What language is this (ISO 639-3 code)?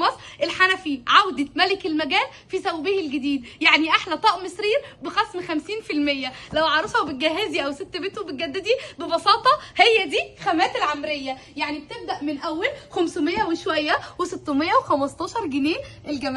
arz